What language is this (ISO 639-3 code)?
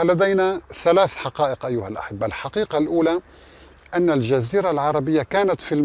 ara